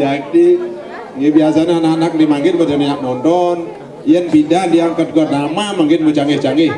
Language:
Balinese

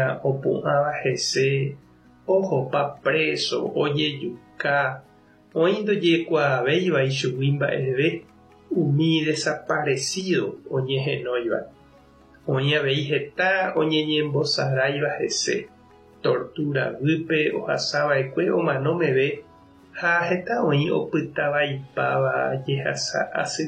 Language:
Guarani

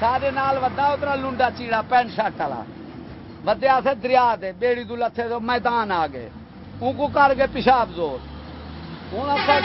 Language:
Saraiki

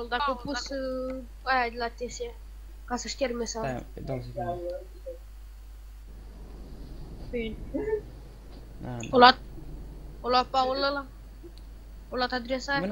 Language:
Romanian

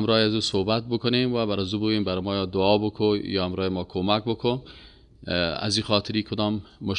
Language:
Persian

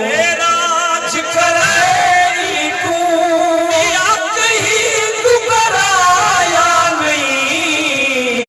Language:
Saraiki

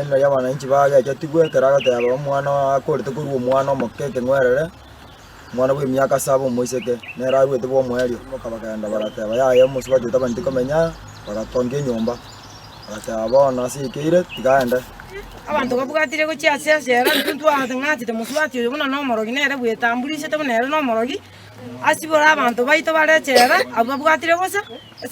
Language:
Gusii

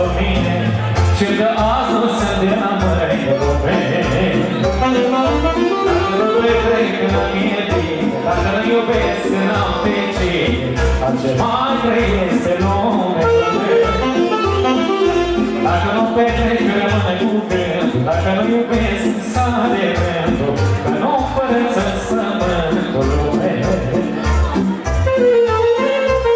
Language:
Romanian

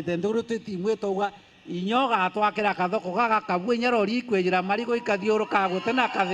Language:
Meru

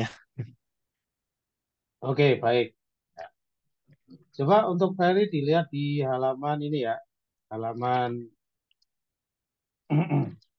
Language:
Indonesian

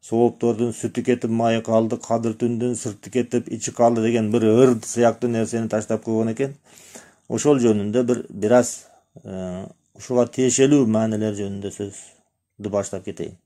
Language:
Kyrgyz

